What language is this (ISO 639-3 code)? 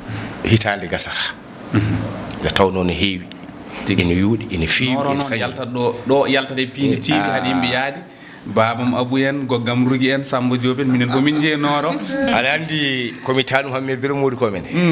ful